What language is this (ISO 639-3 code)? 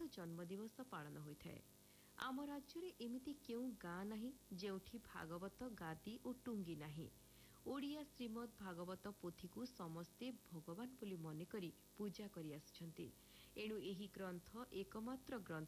ori